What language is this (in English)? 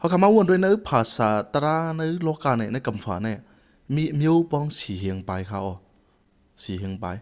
Shan